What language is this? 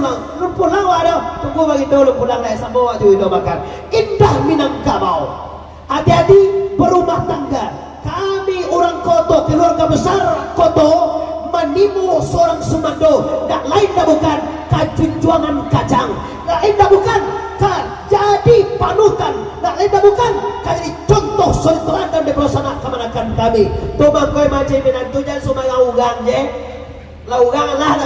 Minangkabau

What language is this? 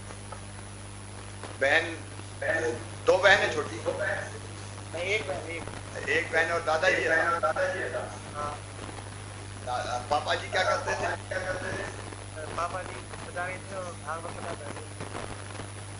Hindi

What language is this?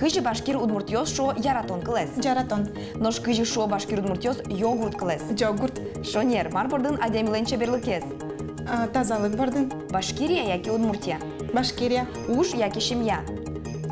Udmurt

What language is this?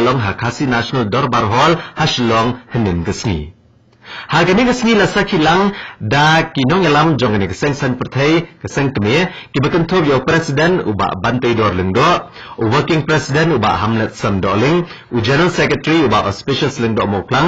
Khasi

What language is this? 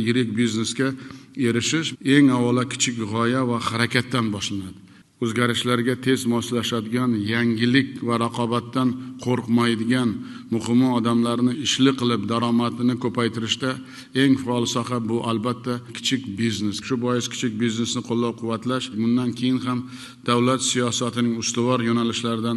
Uzbek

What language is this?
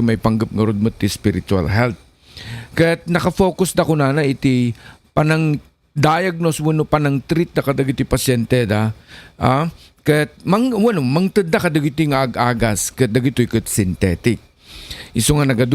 Iloko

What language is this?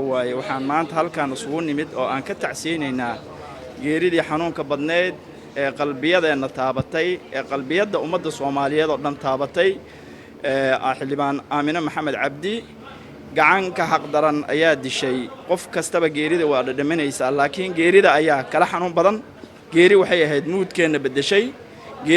Somali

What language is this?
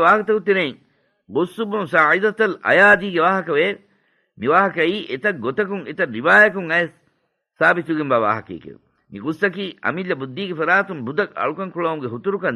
Divehi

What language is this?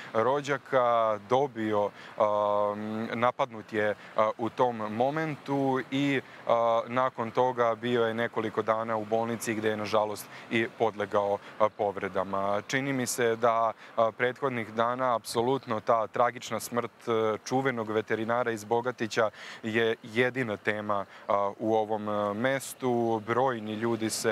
Serbian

